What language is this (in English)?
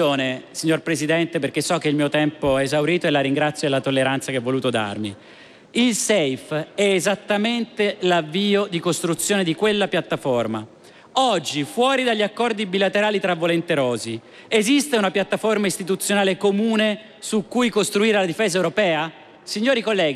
Italian